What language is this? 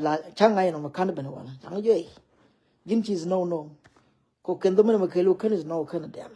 Nuer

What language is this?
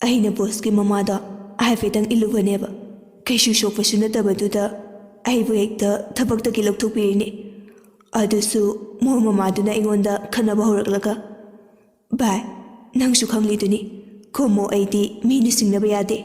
Manipuri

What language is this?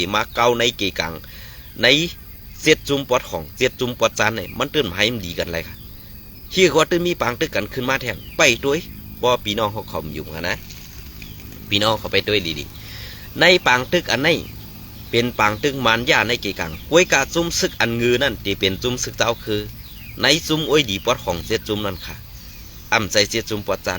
Shan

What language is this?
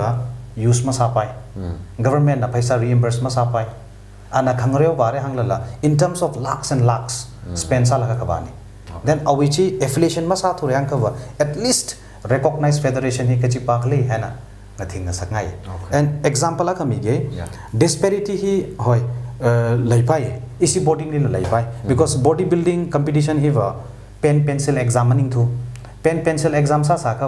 Tangkhul Naga (India)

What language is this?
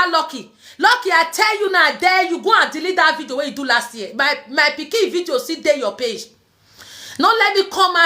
Nigerian Pidgin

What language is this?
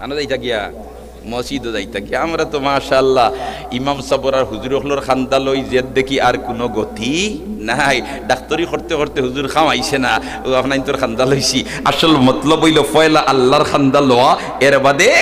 Sylheti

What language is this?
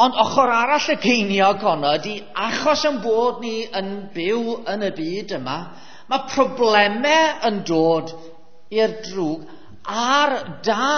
Welsh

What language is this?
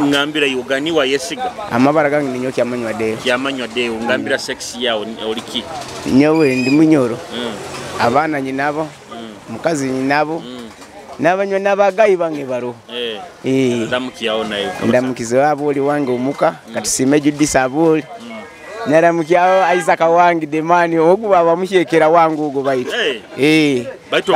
Nyoro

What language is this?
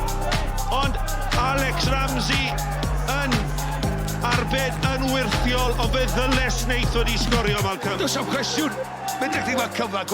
Welsh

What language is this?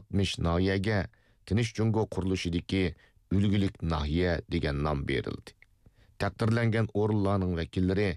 Uyghur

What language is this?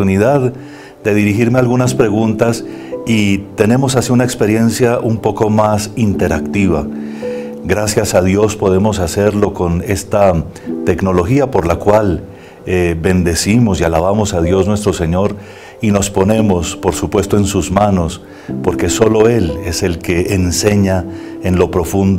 Spanish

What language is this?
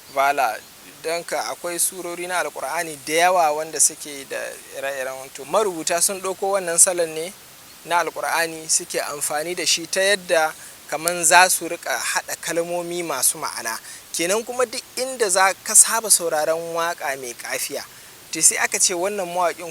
Hausa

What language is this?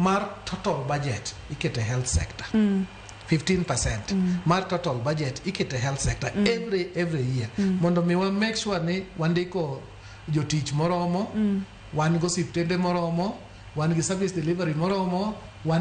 Luo (Kenya and Tanzania)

